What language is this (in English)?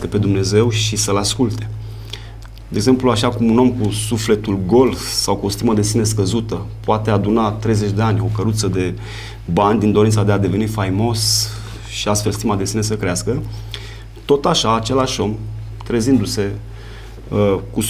Romanian